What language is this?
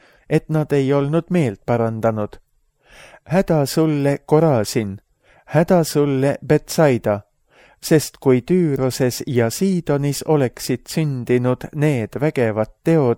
Estonian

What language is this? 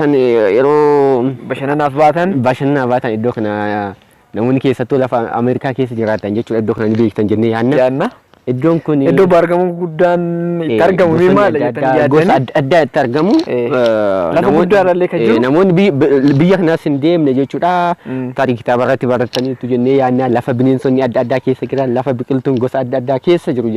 Oromo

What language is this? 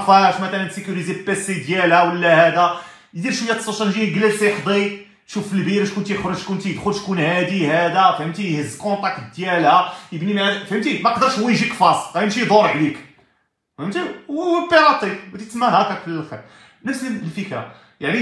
Moroccan Arabic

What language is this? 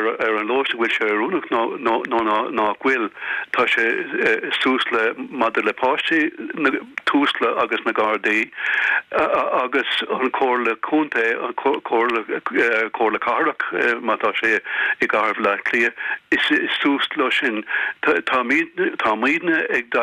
Irish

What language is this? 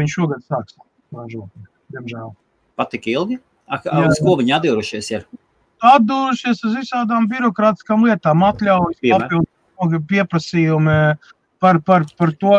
Latvian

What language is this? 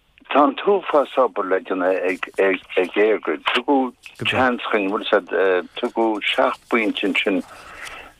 Irish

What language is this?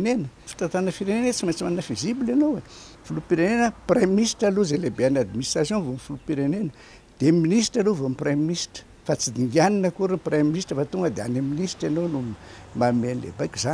Malagasy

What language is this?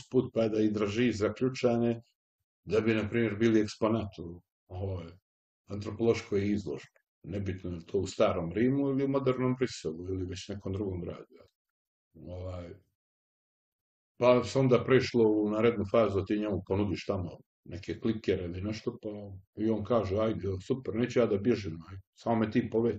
Serbian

